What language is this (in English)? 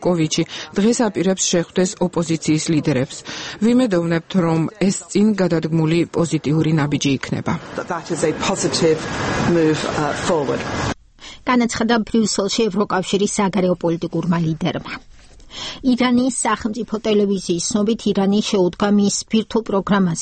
Georgian